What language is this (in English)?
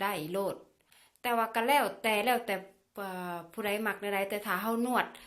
Lao